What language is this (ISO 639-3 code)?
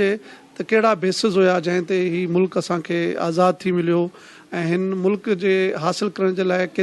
snd